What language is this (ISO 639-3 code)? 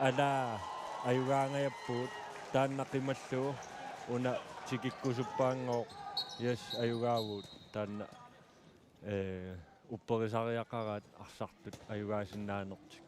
kal